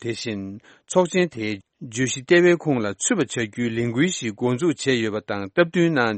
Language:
Tibetan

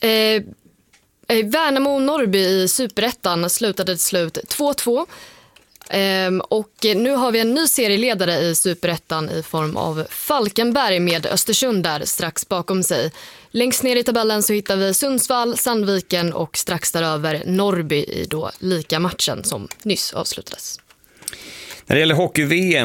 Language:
Swedish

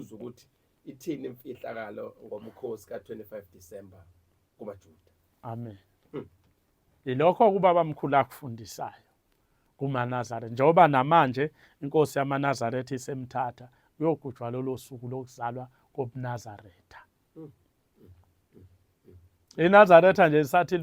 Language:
Zulu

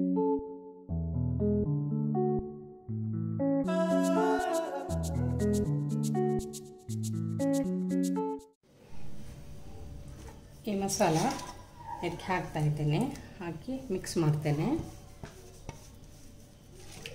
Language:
Kannada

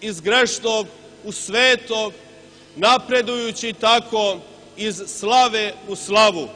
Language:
Serbian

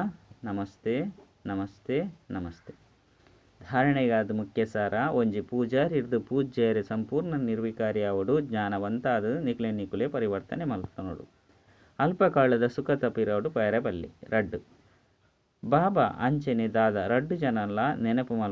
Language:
Tulu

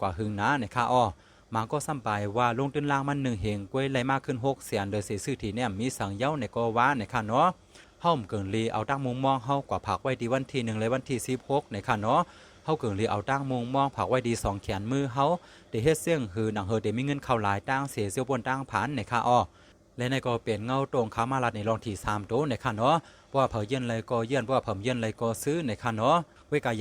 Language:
Shan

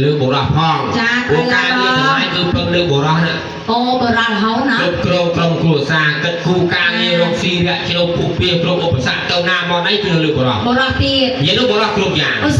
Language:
Khmer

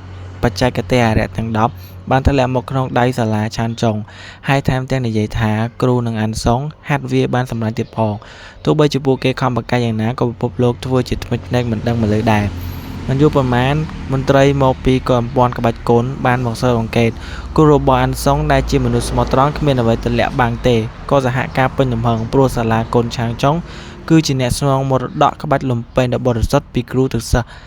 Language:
Khmer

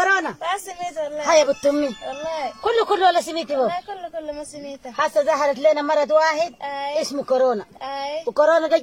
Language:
Sudanese Arabic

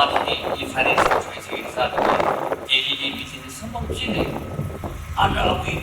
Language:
Tangkhul Naga (India)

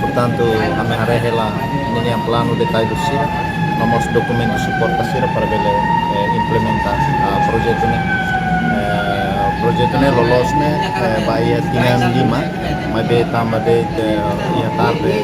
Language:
Tetum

